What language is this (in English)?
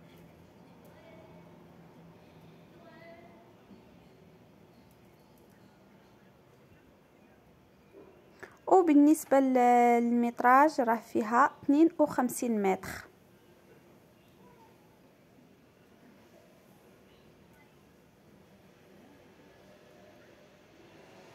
Moroccan Arabic